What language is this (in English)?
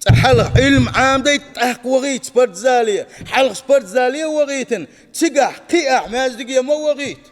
Chechen